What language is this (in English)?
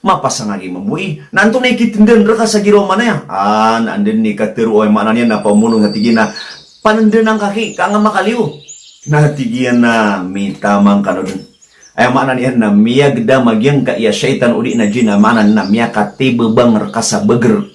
Maranao